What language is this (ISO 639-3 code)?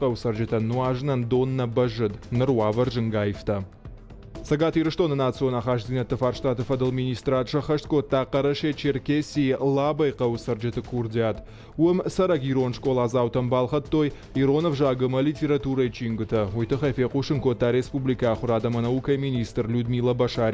oss